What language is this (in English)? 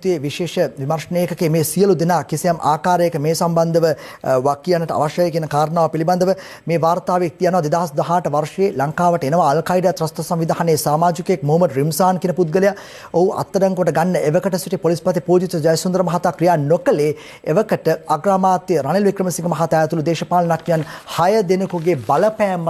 Sinhala